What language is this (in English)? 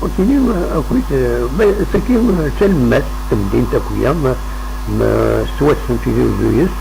Kabyle